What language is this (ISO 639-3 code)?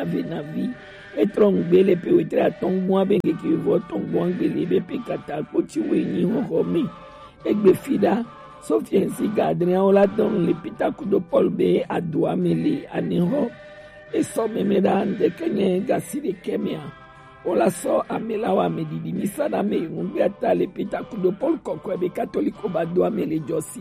gej